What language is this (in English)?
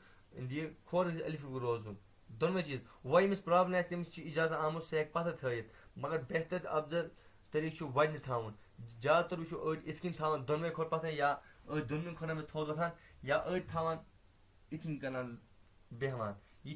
Kashmiri